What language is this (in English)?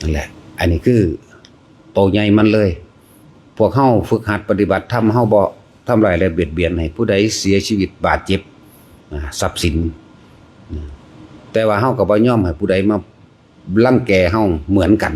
Northeastern Thai